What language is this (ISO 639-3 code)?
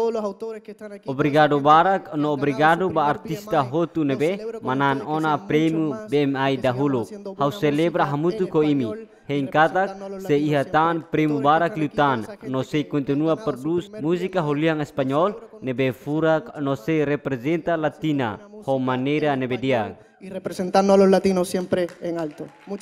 tet